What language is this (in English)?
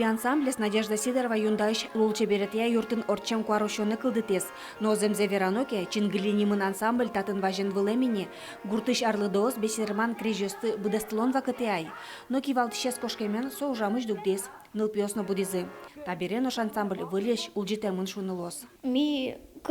Udmurt